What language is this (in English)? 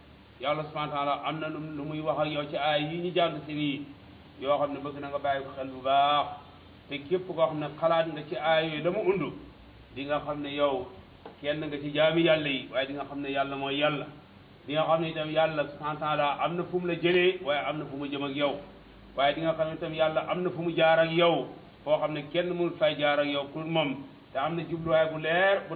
Wolof